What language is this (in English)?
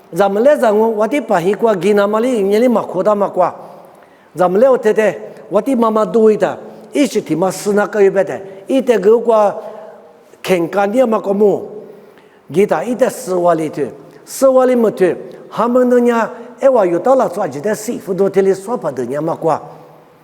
Lisu